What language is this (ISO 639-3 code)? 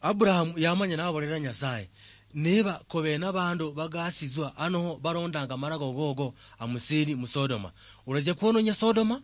luy